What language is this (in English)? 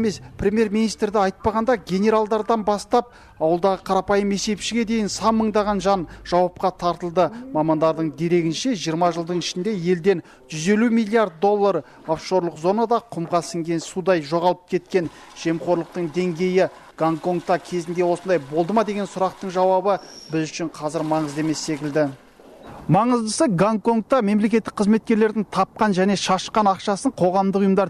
Kazakh